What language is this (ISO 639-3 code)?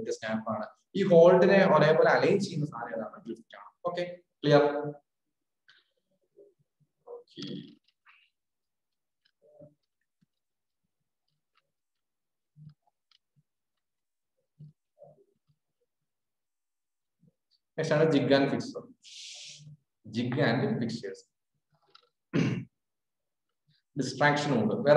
mal